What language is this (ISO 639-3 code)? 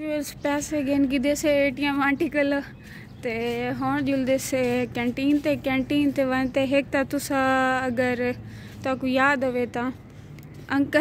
skr